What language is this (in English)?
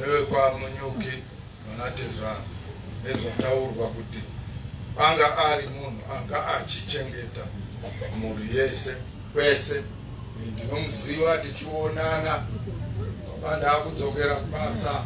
Shona